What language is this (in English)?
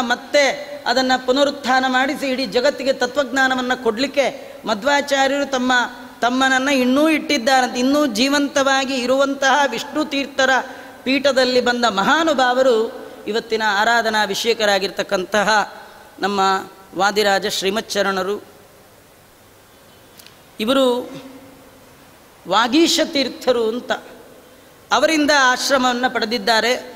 Kannada